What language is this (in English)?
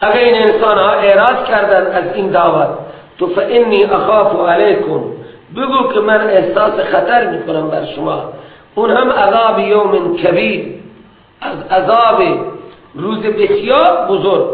Persian